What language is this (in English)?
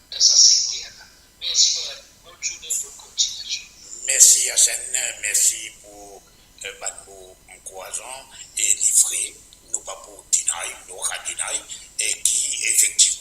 Morisyen